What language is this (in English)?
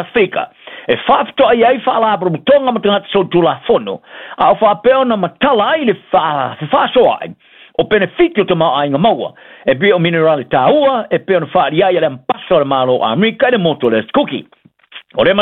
Samoan